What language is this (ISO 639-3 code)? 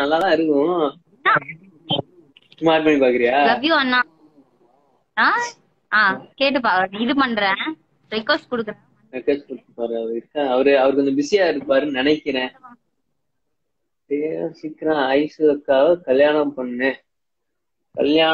tam